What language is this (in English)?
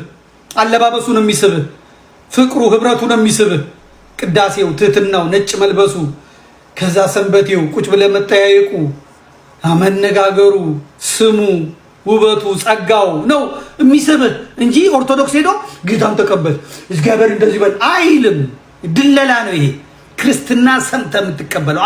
Amharic